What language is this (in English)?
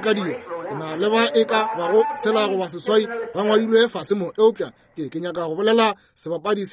Northern Sotho